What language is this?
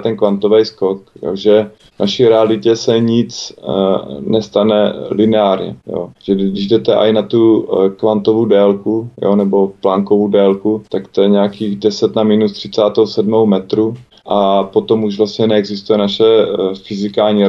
Czech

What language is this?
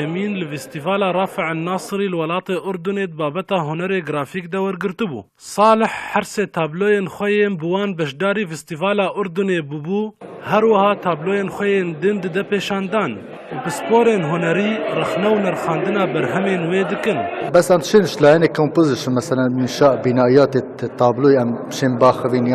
Kurdish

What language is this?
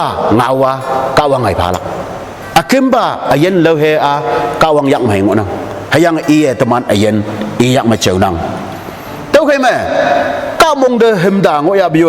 Konyak Naga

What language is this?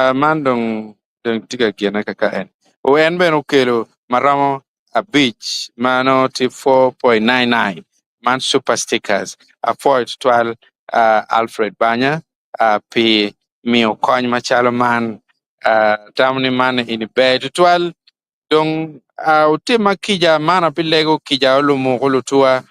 Acoli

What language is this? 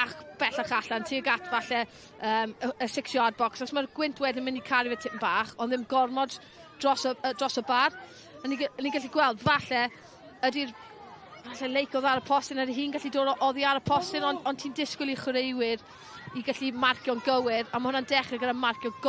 Welsh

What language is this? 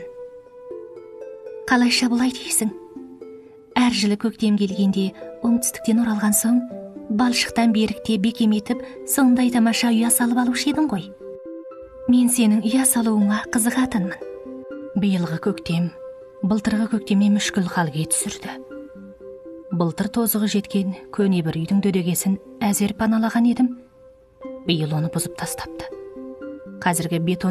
Kazakh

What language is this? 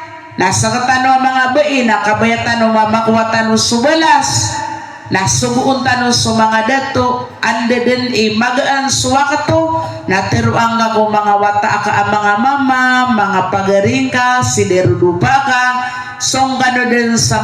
Maranao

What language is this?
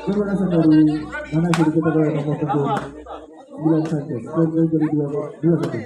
Ambonese Malay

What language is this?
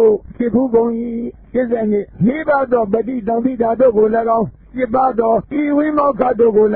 Burmese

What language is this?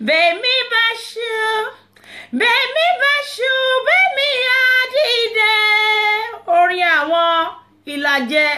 Yoruba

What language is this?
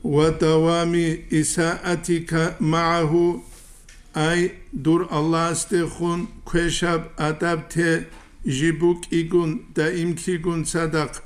Avaric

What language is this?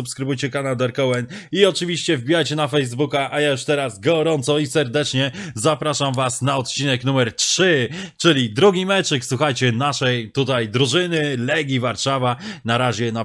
Polish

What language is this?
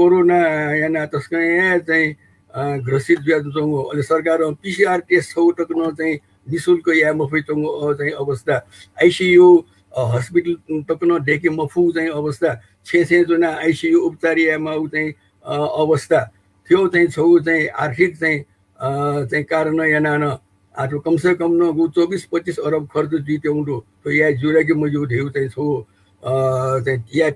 Newari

